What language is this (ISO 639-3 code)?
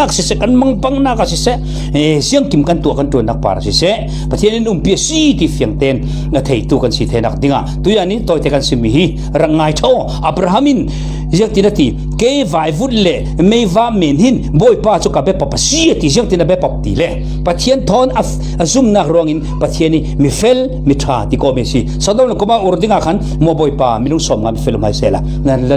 cfm